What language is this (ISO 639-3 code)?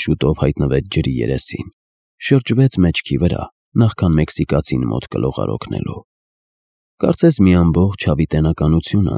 hye